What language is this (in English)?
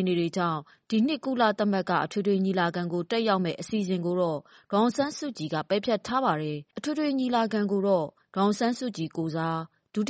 Burmese